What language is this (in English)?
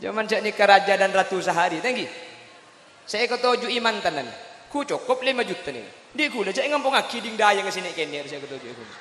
Madurese